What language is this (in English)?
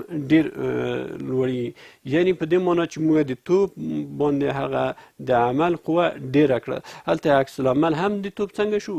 Pashto